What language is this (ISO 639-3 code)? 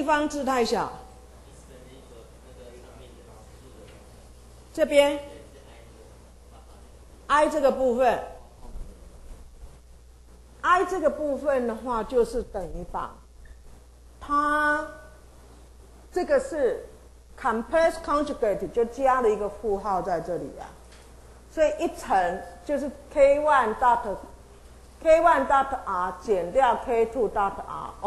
zho